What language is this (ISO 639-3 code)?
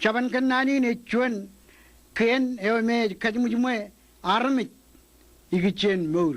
mah